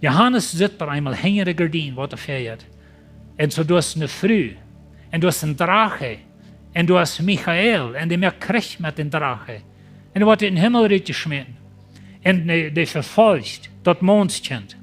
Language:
Plautdietsch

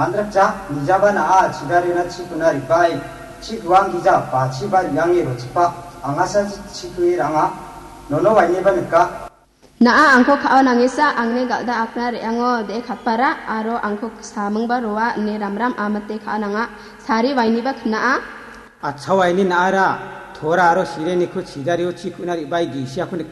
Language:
Garo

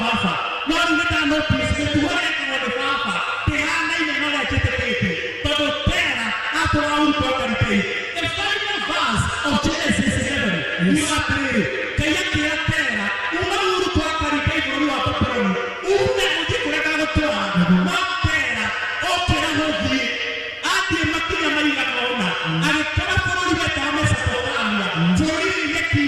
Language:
Kikuyu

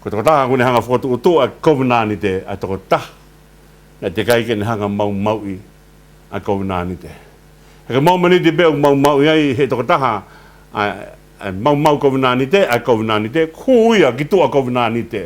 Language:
Tongan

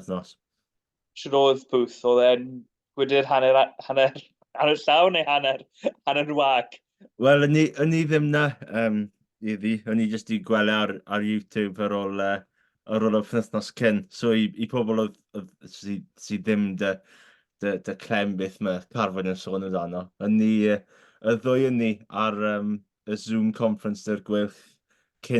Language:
Welsh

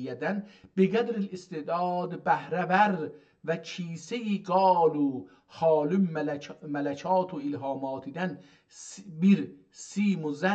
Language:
South Azerbaijani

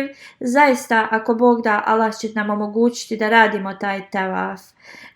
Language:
Bosnian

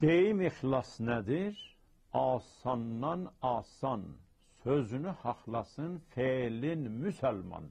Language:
South Azerbaijani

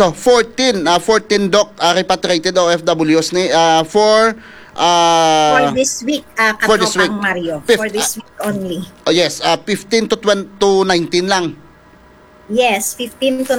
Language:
Hiligaynon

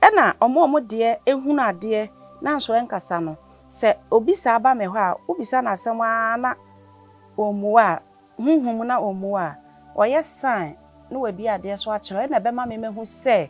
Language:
Akan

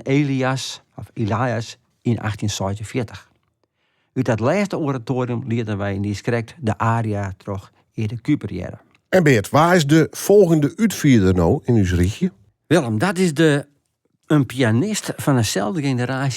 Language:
Western Frisian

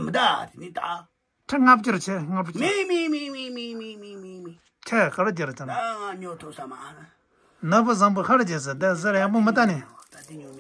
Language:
Tibetan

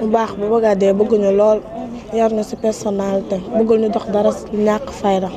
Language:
Wolof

